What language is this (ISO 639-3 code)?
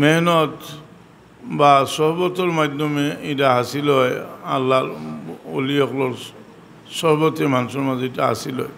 syl